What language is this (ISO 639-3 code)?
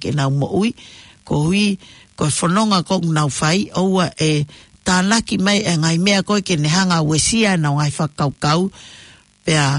ton